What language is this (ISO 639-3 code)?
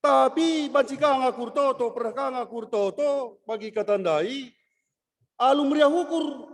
btx